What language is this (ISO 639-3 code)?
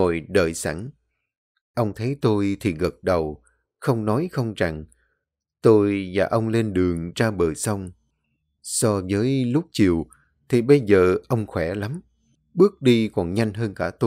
vie